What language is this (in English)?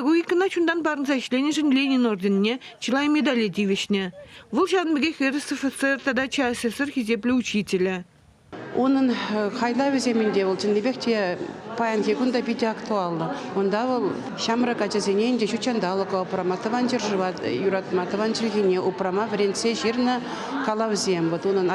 Chuvash